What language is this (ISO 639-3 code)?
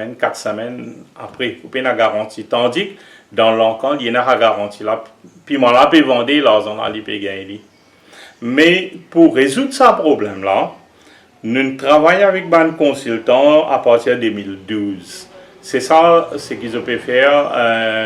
mfe